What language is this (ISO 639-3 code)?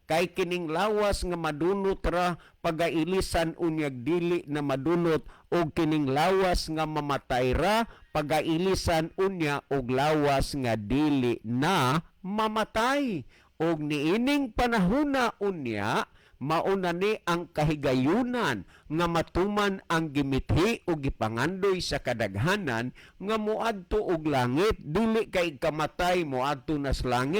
ceb